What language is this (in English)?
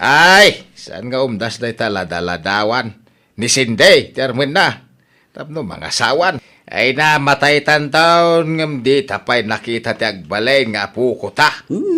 Iloko